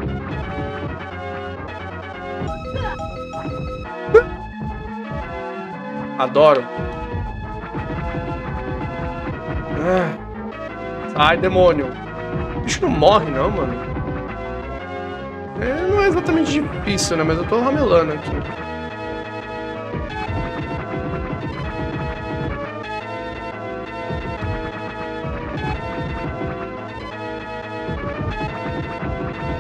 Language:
Portuguese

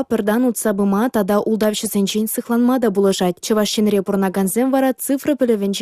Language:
Chuvash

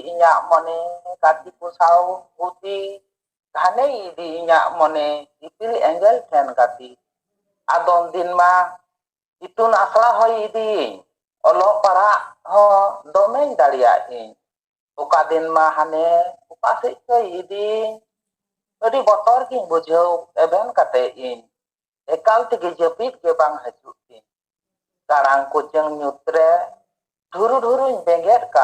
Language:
Santali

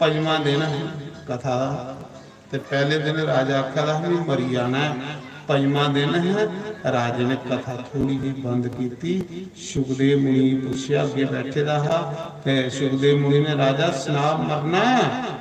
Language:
Dogri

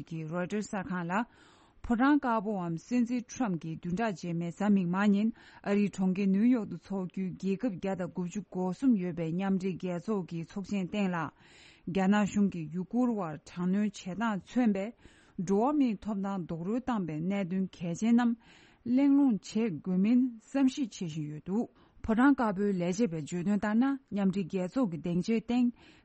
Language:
Tibetan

